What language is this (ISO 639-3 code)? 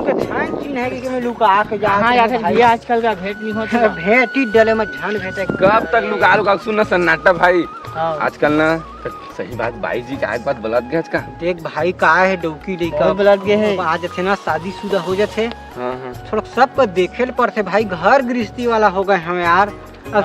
hne